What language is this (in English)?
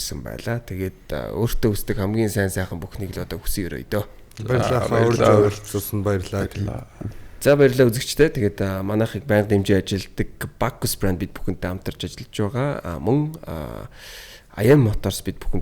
Mongolian